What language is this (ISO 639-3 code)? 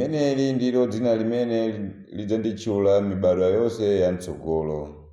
nya